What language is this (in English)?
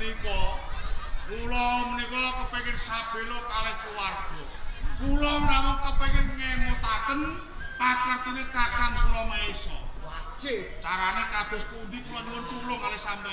Javanese